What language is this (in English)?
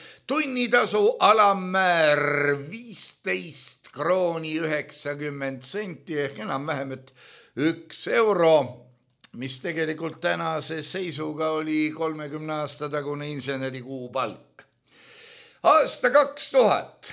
Estonian